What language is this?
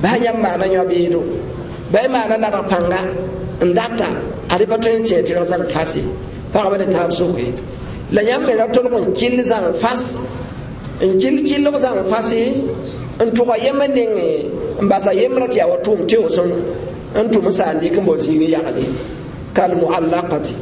Mossi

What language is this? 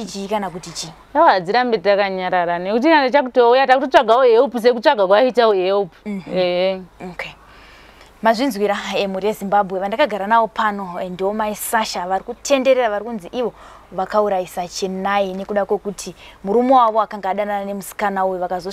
Shona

